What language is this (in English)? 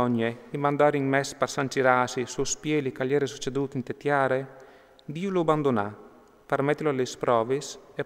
Friulian